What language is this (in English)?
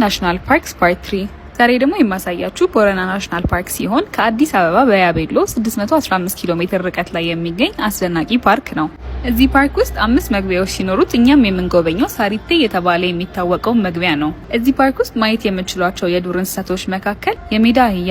Amharic